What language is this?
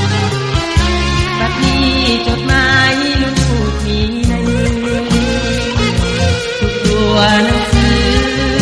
Thai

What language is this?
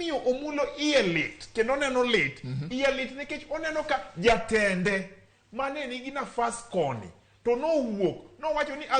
Luo (Kenya and Tanzania)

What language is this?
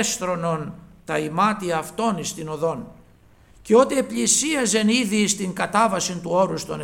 Greek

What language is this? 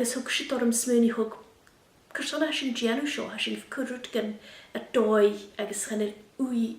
Scottish Gaelic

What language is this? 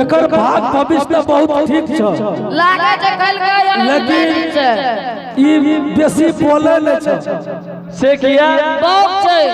Angika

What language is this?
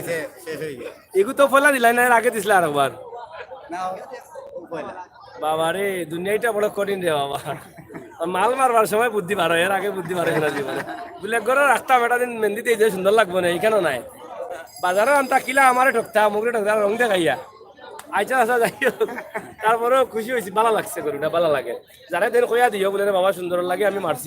Sylheti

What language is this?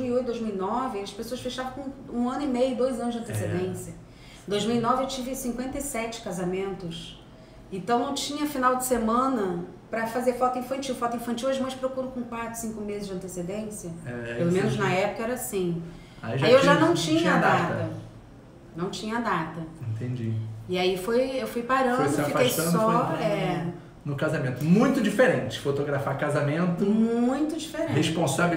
Portuguese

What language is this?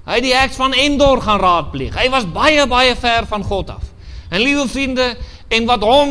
Afrikaans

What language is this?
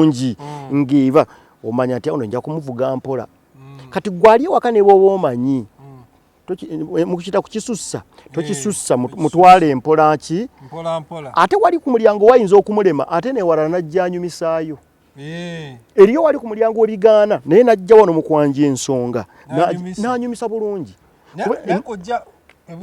Ganda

